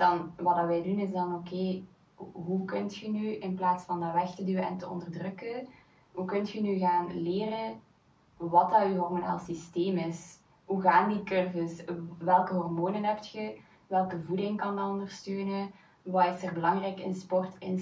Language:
Dutch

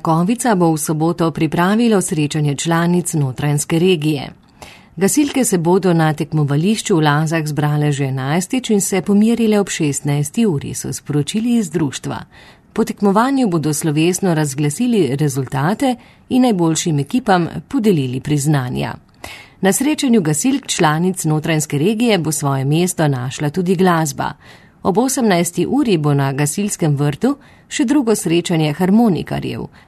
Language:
Slovenian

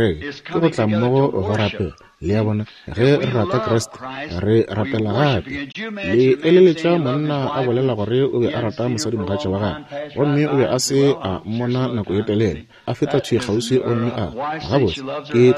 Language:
Northern Sotho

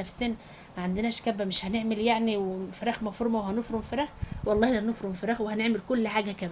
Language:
Egyptian Arabic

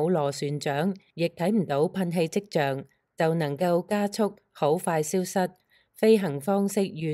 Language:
Cantonese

